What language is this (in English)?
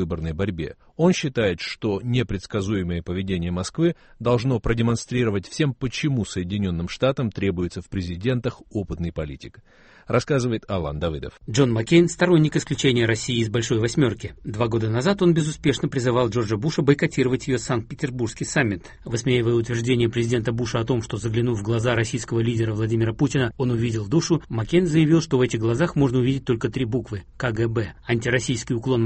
Russian